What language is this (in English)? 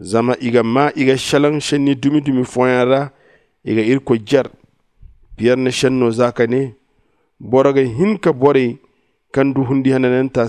Zarma